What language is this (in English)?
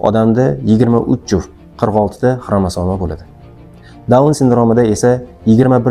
Uzbek